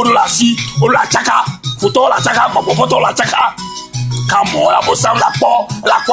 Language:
Ewe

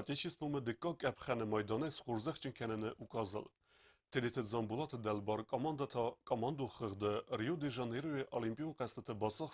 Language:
Ossetic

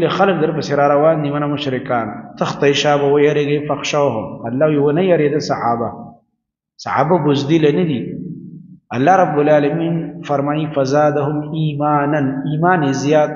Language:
Pashto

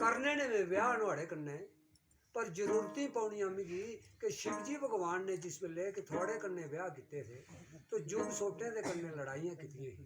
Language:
Dogri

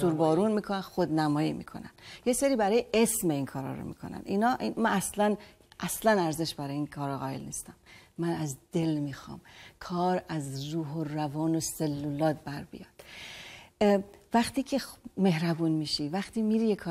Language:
Persian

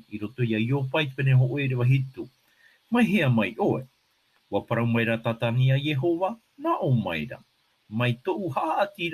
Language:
Tahitian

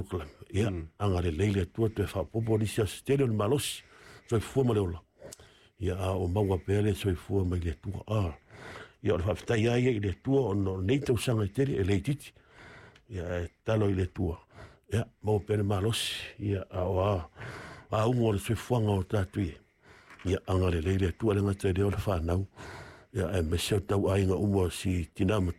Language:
Samoan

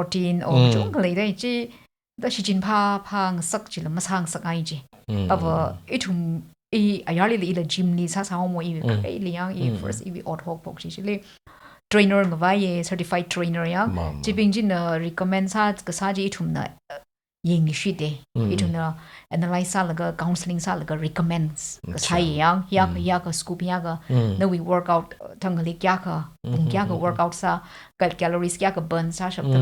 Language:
Tangkhul Naga (India)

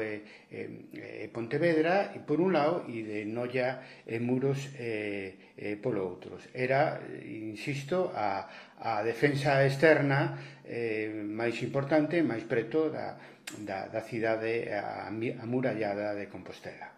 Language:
Galician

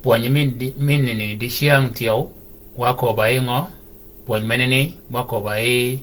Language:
Shilluk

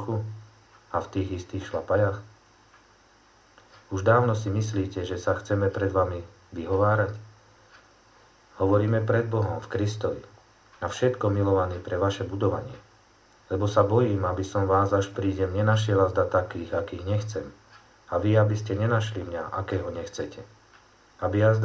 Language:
Slovak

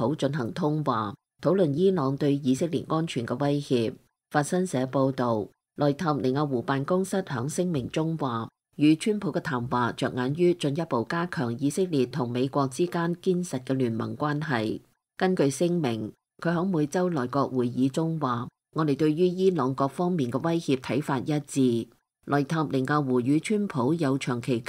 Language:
Cantonese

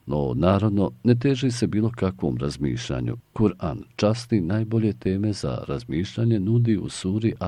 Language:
Bosnian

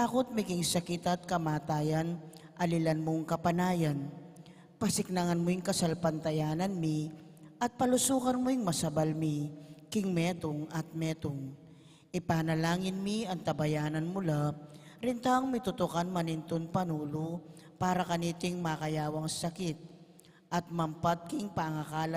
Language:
Pampanga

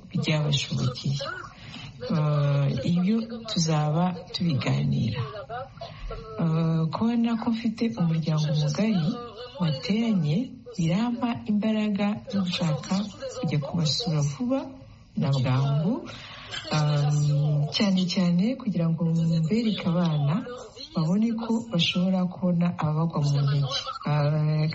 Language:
Kinyarwanda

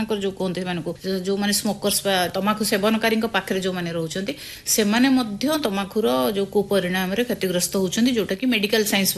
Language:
Odia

